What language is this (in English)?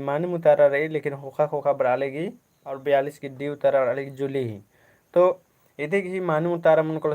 Kurukh